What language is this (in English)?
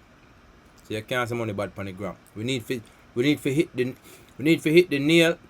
Jamaican Creole English